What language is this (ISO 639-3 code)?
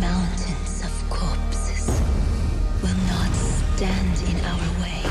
kal